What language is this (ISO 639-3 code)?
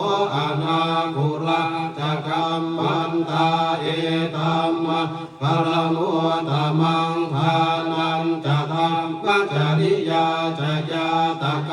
pli